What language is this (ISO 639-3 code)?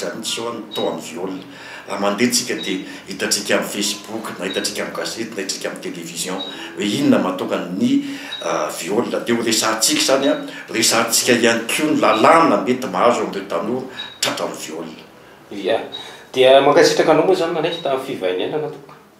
mlg